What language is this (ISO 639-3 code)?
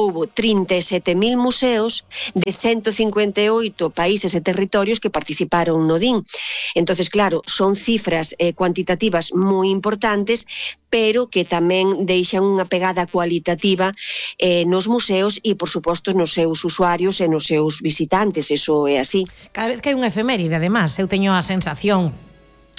glg